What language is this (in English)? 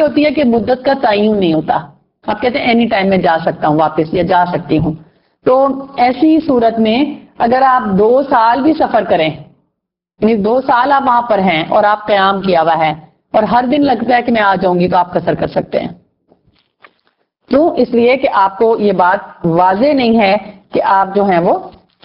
Urdu